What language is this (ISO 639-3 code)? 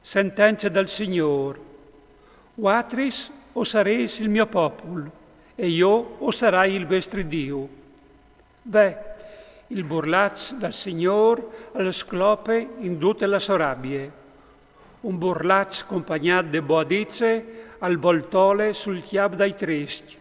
fur